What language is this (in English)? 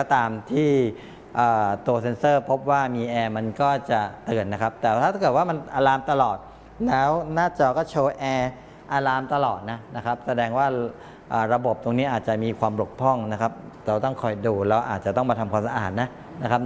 Thai